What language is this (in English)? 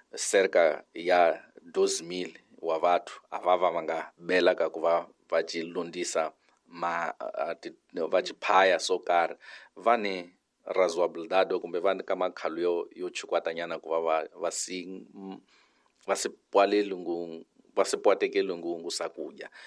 Tsonga